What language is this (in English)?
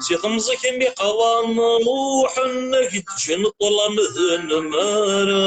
Kabyle